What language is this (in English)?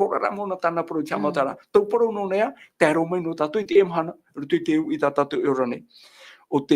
Tahitian